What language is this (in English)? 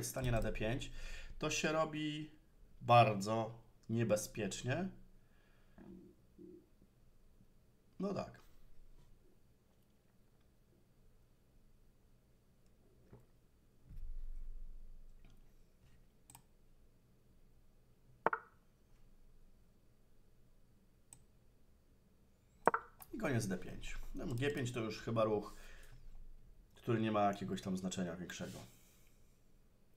Polish